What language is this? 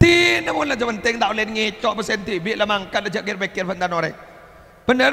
Madurese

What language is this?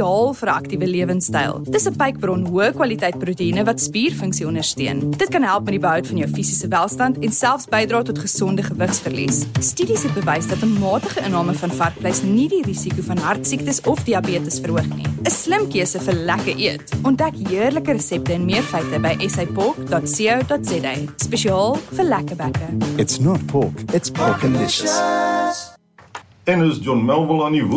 Afrikaans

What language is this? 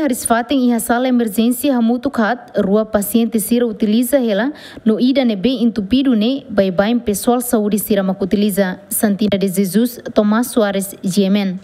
Tetum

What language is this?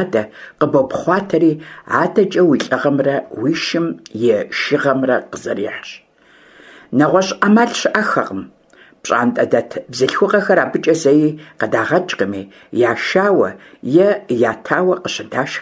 Kabardian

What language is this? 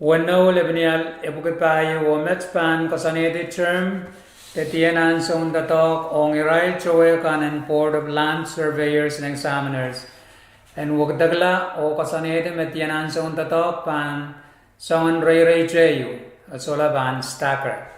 Pohnpeian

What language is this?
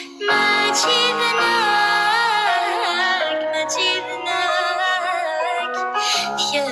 Kabyle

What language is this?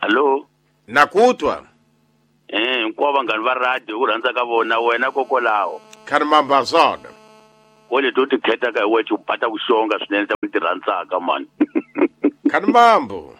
Tsonga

